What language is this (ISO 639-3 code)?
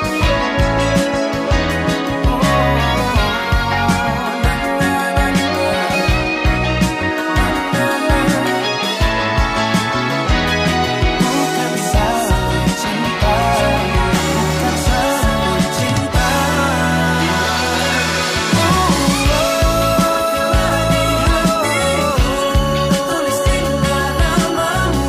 ind